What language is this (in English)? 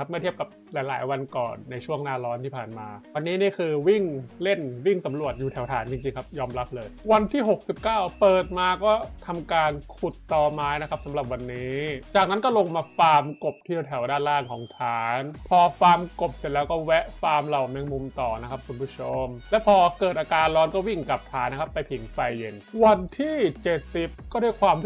Thai